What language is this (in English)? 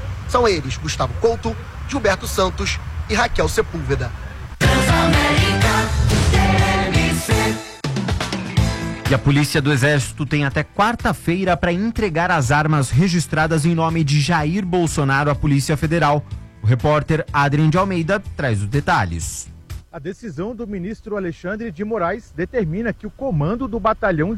Portuguese